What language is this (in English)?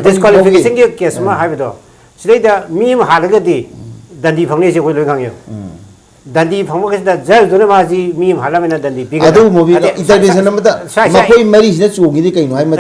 Manipuri